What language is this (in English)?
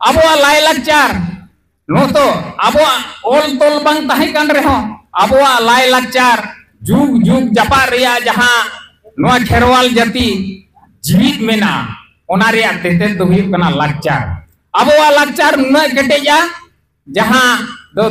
Santali